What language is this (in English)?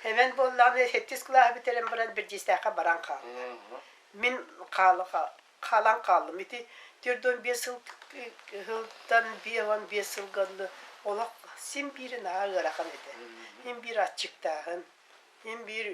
Yakut